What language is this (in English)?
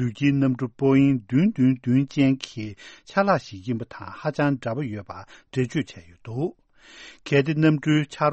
Tibetan